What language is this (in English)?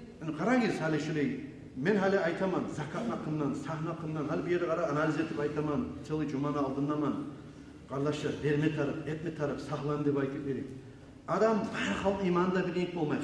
Kumyk